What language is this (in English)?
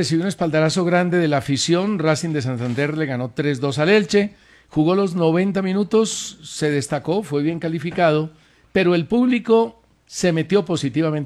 Spanish